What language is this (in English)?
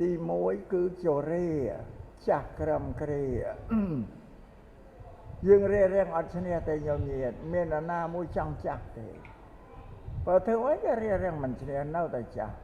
Khmer